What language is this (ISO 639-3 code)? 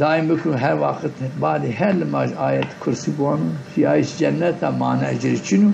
zza